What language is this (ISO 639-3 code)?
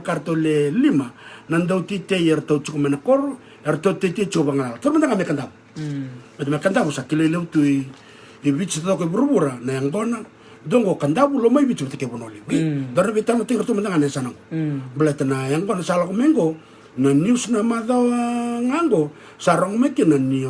fij